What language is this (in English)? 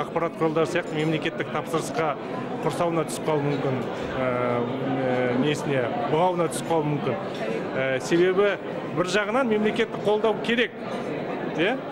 Kazakh